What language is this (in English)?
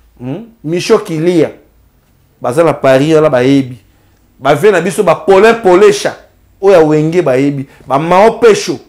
Lingala